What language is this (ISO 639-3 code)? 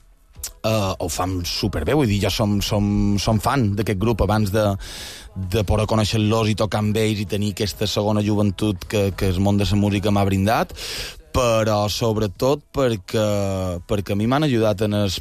cat